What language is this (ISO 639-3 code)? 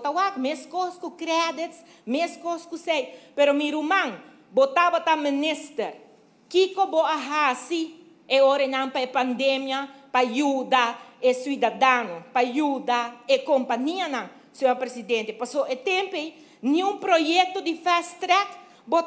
pap